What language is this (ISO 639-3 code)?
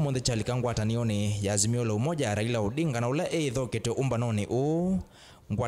kam